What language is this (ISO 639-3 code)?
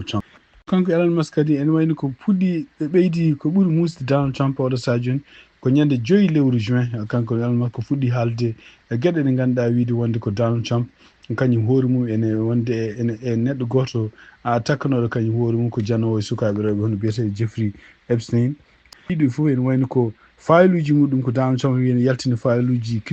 ful